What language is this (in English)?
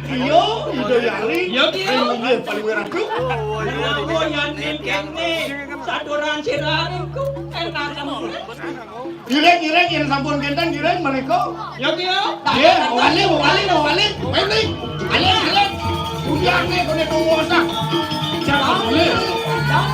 Balinese